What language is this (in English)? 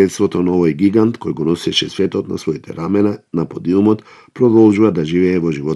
Macedonian